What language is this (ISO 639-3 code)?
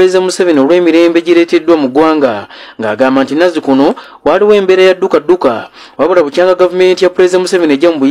lug